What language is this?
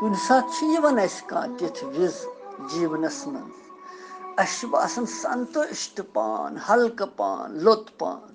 Kashmiri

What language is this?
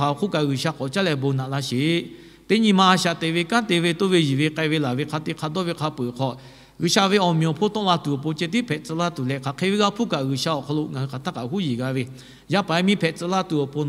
Lahu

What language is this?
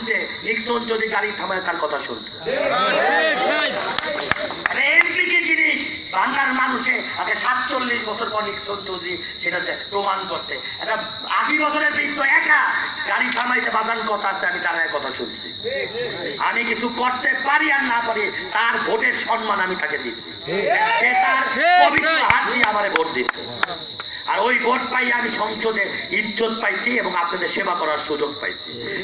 Bangla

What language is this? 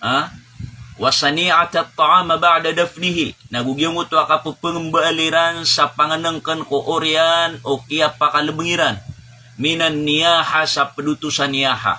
Maranao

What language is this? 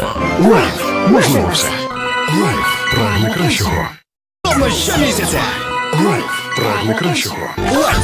Ukrainian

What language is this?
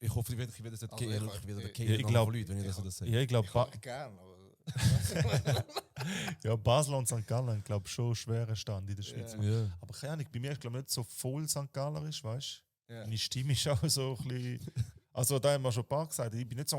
Swiss German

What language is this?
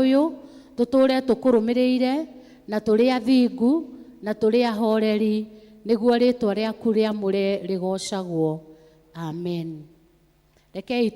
Kikuyu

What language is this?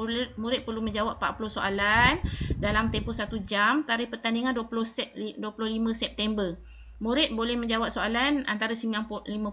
Malay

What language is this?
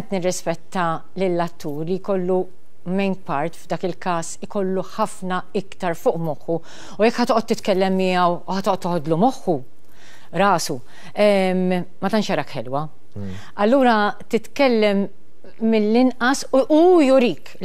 Maltese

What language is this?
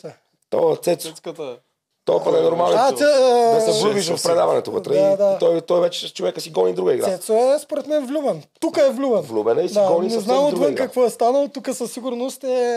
Bulgarian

